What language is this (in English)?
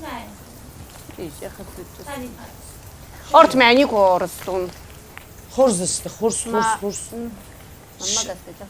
Ossetic